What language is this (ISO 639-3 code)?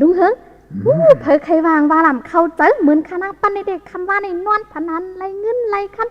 shn